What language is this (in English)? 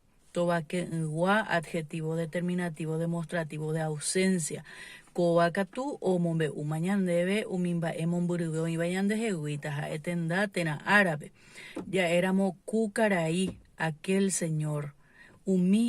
Guarani